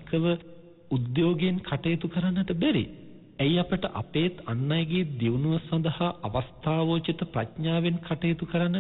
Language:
Sinhala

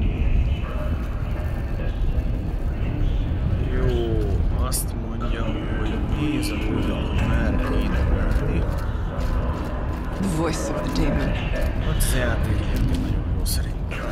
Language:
Hungarian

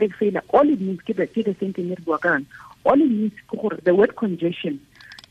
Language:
Tswana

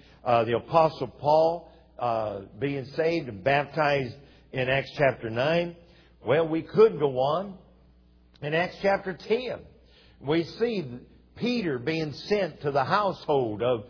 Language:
English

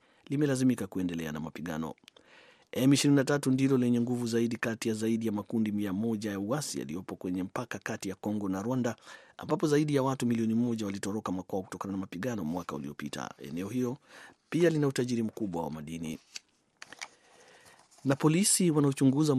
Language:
Swahili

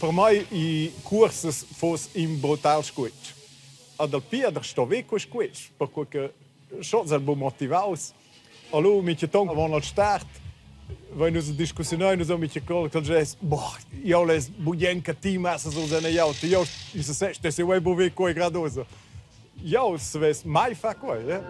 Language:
Romansh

